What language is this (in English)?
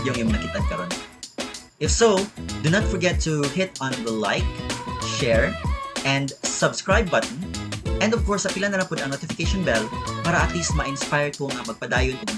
Cebuano